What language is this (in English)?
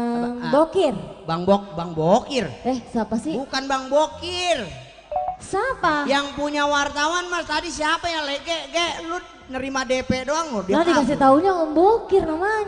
Betawi